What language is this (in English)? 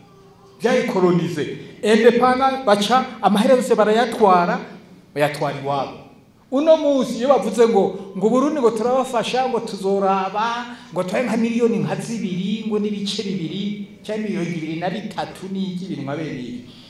Rundi